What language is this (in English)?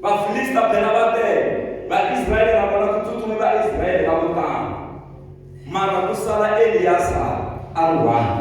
Tsonga